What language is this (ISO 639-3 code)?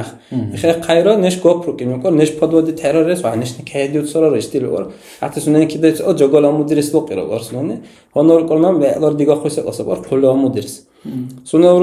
dar